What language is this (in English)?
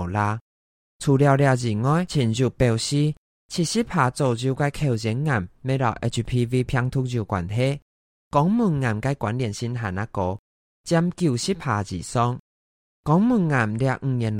Hakka Chinese